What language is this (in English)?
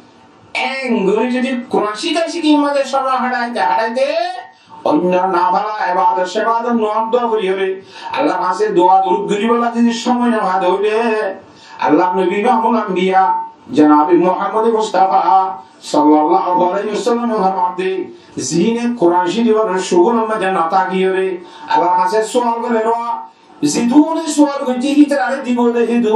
Rohingya